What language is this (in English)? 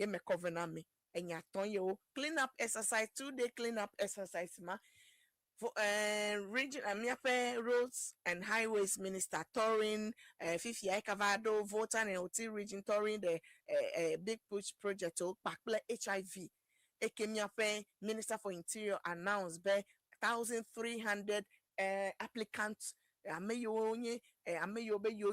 Ewe